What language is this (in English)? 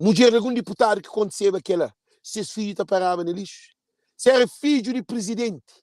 Kabuverdianu